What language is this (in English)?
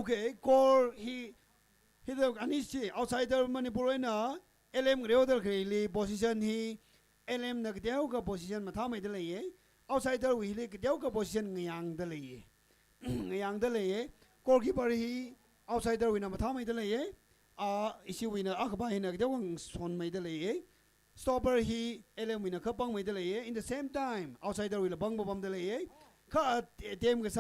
Tangkhul Naga (India)